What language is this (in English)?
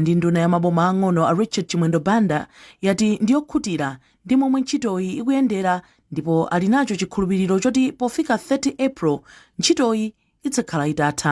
Nyanja